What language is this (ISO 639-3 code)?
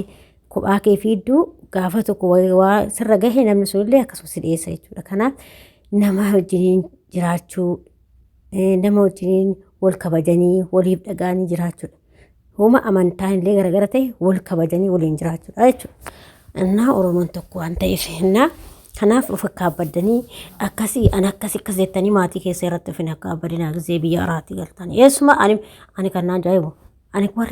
orm